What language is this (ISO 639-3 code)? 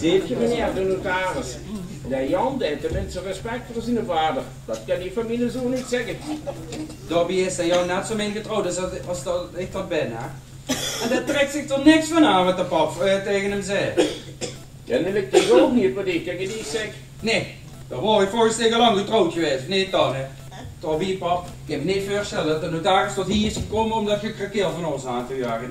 lim